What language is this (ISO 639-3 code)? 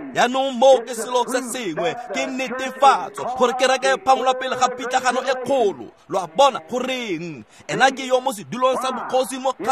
tsn